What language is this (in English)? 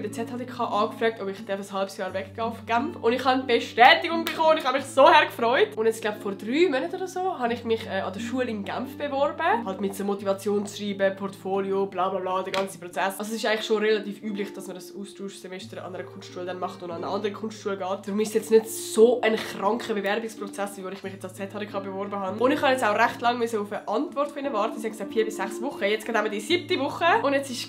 Swiss German